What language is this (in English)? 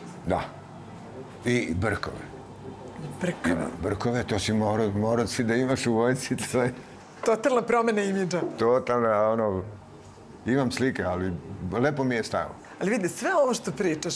Serbian